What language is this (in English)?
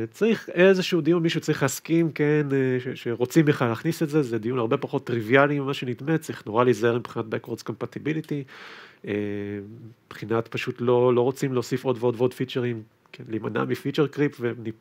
Hebrew